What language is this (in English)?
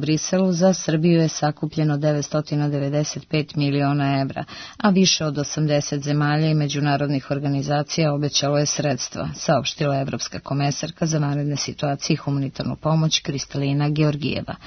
Serbian